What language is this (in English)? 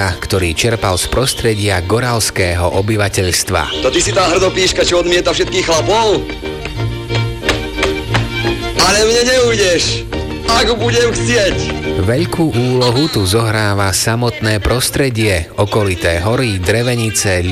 Slovak